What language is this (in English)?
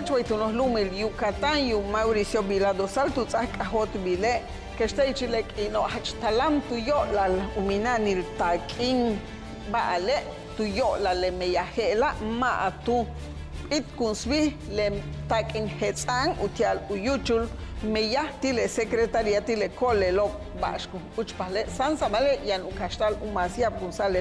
Yucateco